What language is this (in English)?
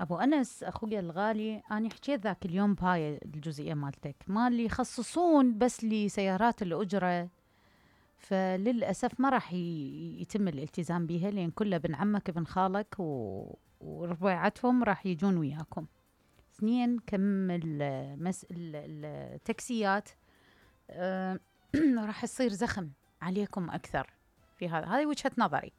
Mesopotamian Arabic